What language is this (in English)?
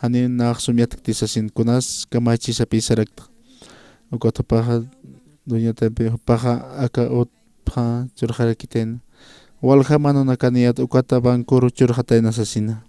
Aymara